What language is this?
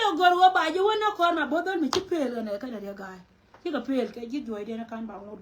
Nuer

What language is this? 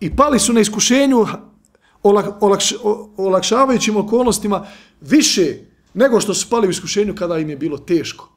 Bosnian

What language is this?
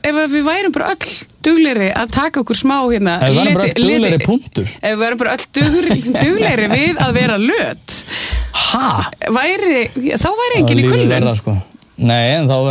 Icelandic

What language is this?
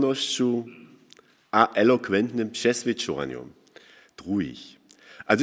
Upper Sorbian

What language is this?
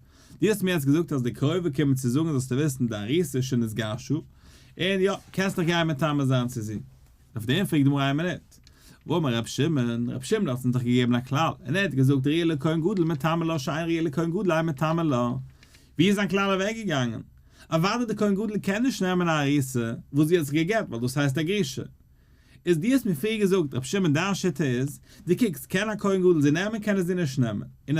Yiddish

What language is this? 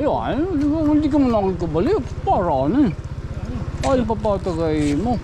Waray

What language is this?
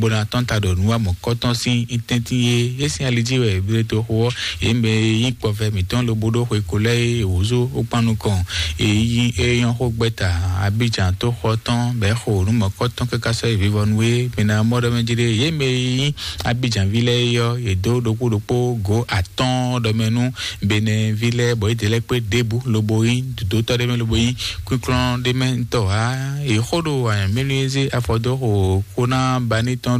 Fon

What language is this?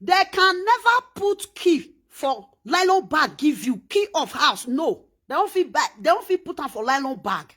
Nigerian Pidgin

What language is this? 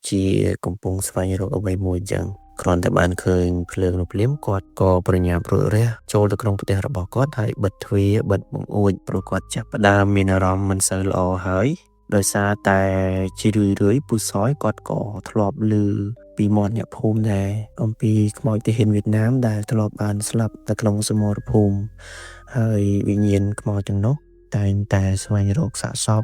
Khmer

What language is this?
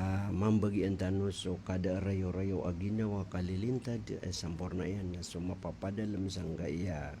Maranao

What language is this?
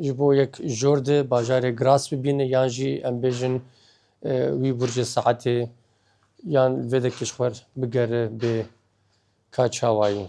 Kurdish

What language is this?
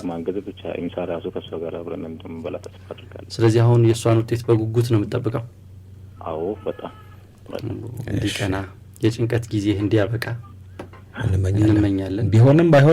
Amharic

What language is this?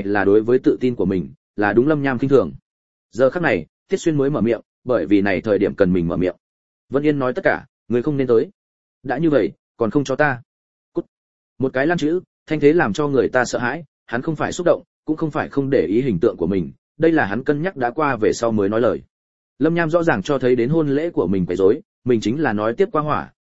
Vietnamese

